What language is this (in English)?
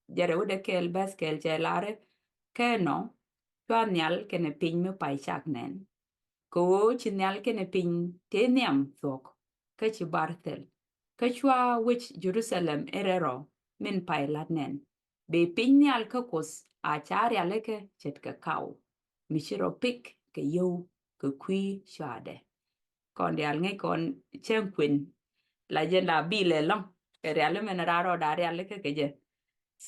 Nuer